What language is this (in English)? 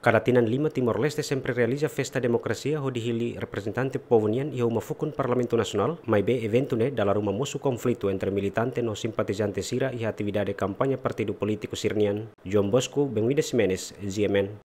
Tetum